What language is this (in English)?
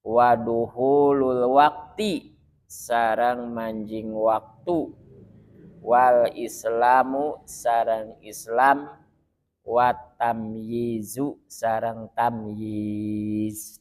Sundanese